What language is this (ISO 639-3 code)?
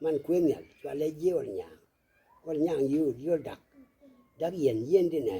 nus